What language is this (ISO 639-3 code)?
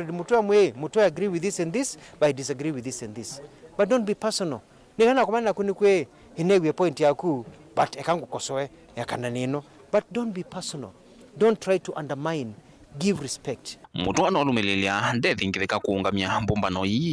kam